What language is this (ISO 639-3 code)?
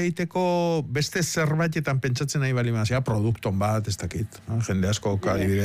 eus